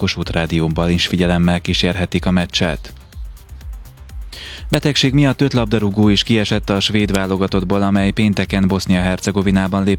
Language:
Hungarian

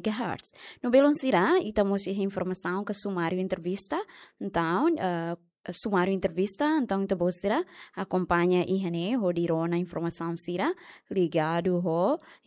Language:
Tetum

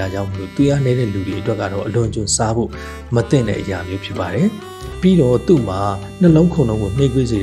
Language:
Burmese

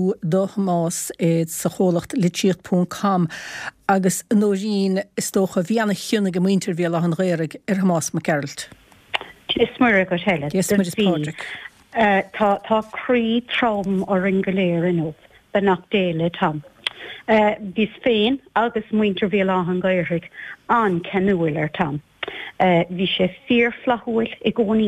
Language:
Irish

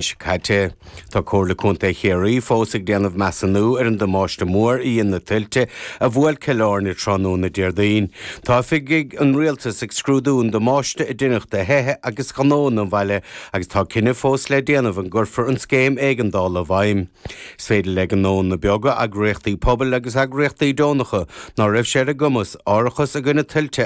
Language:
Irish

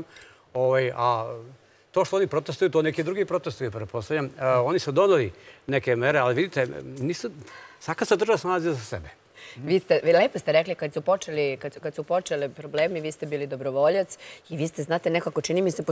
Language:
Serbian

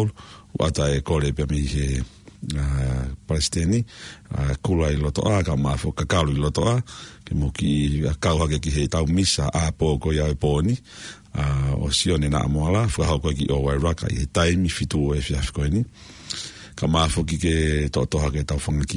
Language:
Tongan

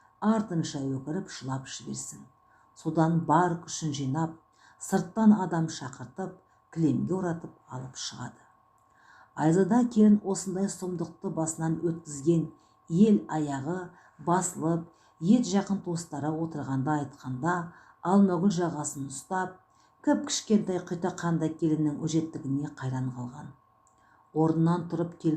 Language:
Kazakh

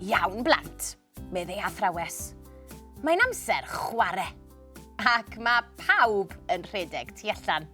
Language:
Welsh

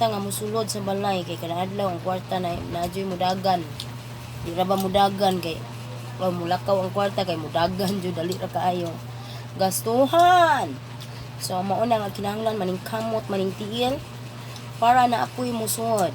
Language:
Cebuano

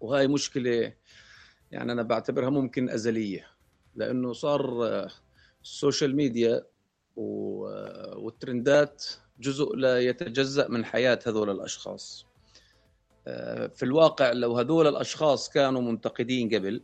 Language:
North Levantine Arabic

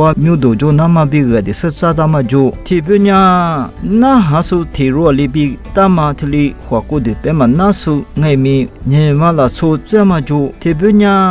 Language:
Lisu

